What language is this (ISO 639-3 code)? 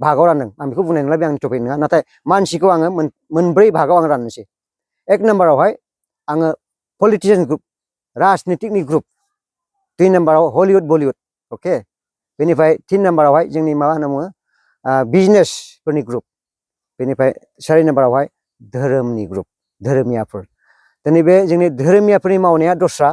brx